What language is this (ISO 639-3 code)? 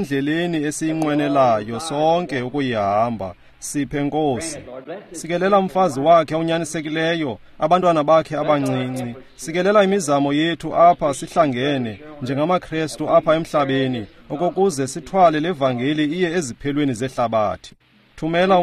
xho